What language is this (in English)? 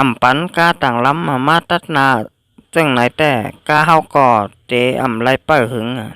Shan